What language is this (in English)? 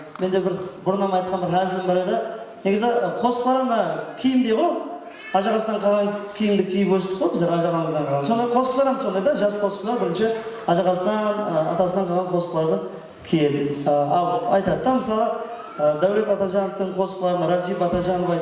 Kara-Kalpak